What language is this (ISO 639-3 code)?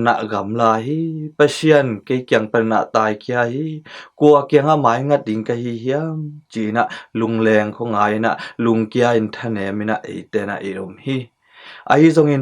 ctd